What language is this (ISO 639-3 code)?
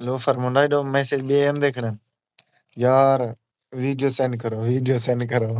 skr